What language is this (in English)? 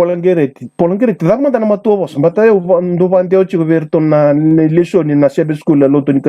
Fijian